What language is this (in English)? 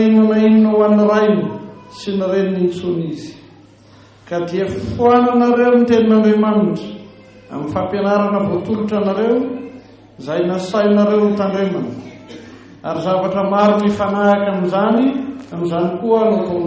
Malagasy